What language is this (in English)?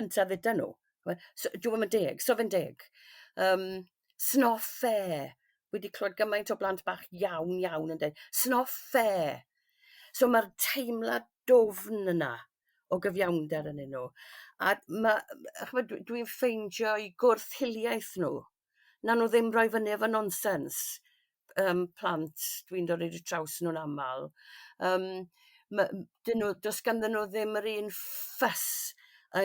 Welsh